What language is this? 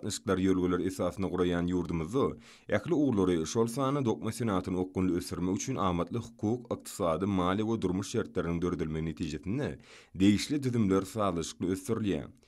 Turkmen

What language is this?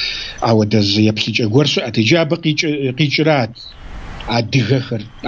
Kabardian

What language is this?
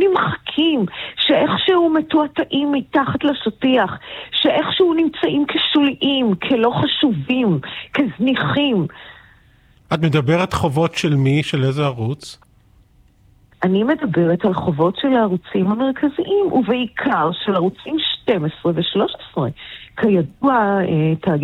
Hebrew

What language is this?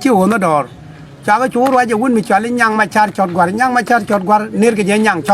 Nuer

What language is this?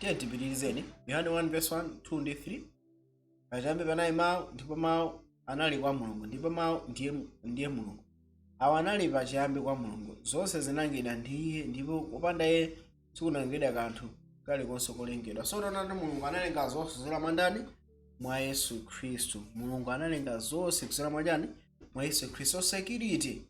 Nyanja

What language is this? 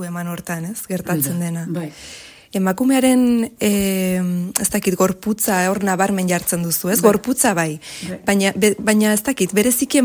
Basque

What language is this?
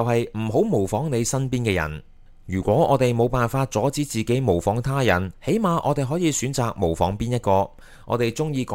Cantonese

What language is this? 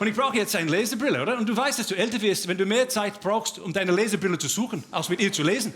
Swiss German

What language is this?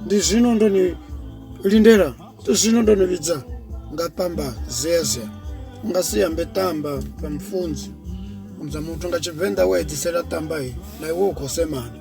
Venda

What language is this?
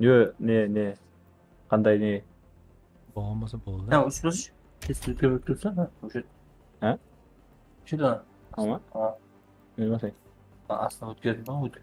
Kara-Kalpak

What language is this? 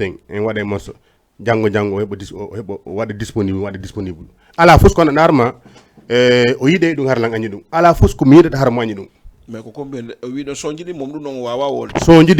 Fula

